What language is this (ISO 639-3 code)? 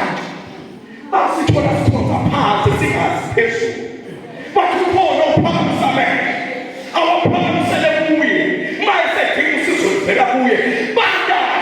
zul